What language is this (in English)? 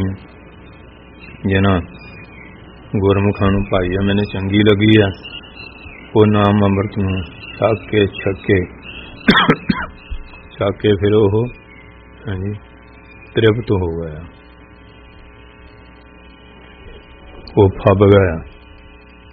Punjabi